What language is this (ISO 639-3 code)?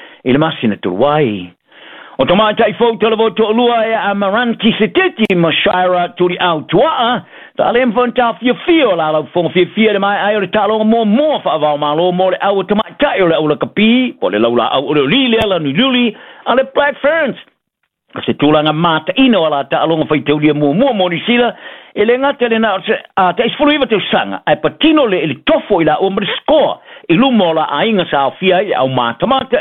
smo